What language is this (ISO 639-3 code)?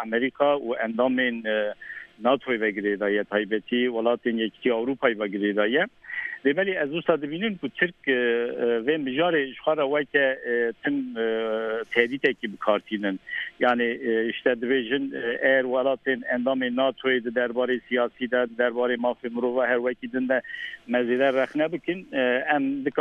kur